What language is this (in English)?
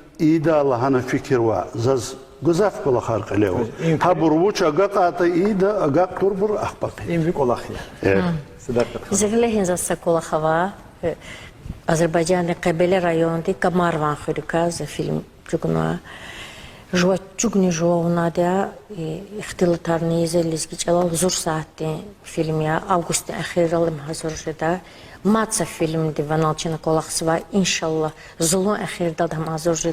Lezghian